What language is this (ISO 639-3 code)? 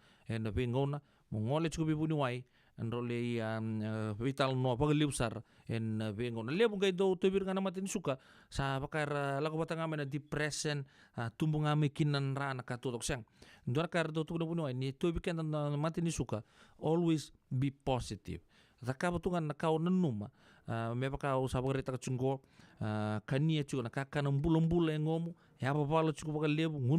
fij